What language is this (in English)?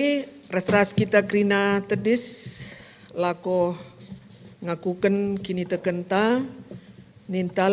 Batak Karo